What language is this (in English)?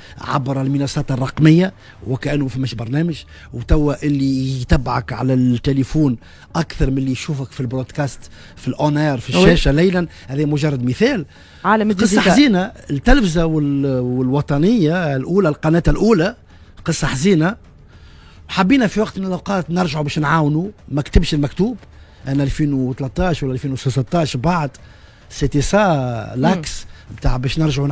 Tunisian Arabic